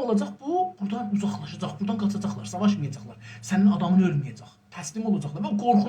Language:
South Azerbaijani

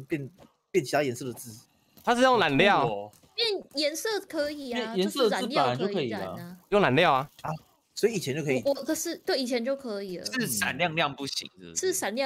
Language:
Chinese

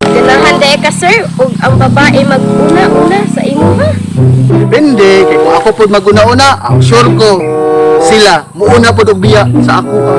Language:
Cebuano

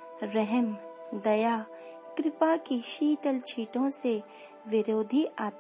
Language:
Hindi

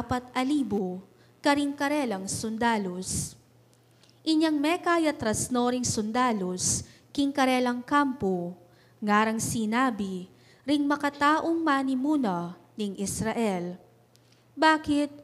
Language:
Pampanga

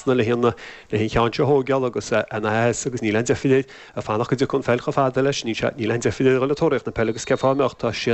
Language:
Irish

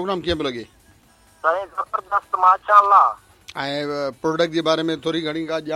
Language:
Sindhi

